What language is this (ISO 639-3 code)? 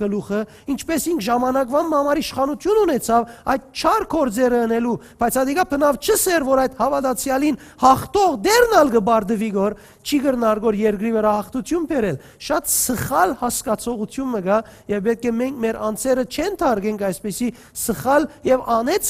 hyw